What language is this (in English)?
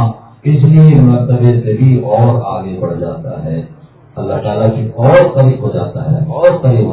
Urdu